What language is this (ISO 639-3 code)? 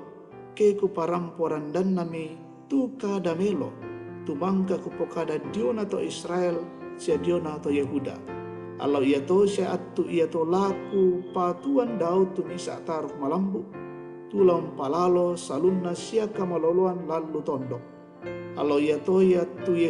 sda